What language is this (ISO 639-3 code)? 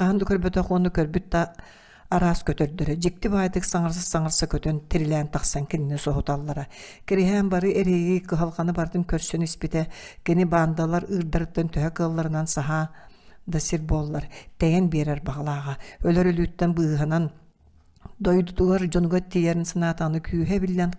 sah